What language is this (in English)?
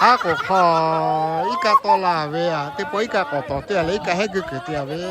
Lahu